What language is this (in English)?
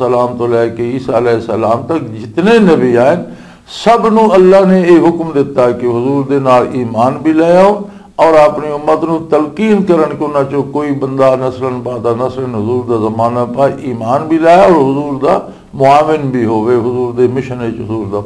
Western Panjabi